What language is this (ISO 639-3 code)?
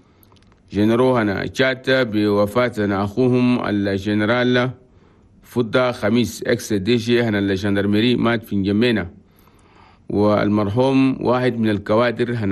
shu